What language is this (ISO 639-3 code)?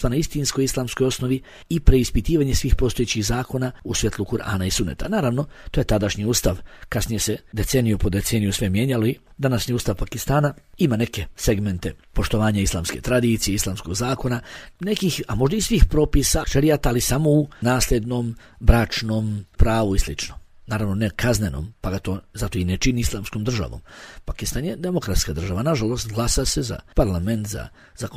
bos